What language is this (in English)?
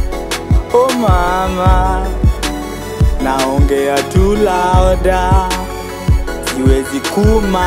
Swahili